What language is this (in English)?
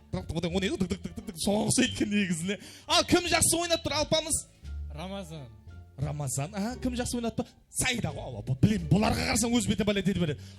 Kara-Kalpak